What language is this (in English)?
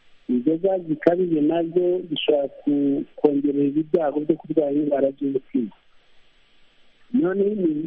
Kinyarwanda